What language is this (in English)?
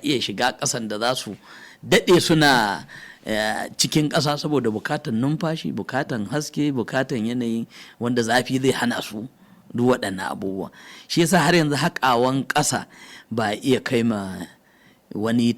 Hausa